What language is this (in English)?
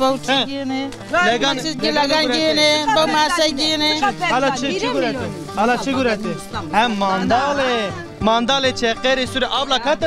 Zaza